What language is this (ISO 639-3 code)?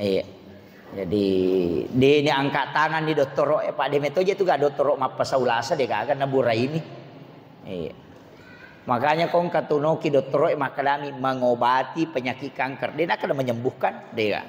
bug